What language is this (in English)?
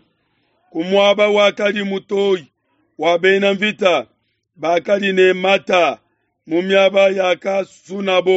Luba-Lulua